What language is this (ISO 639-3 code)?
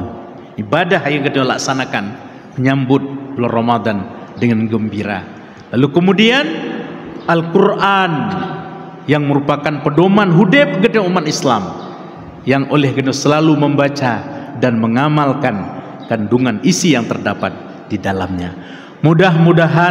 ace